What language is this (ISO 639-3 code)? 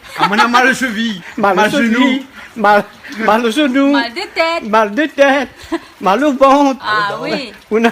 rcf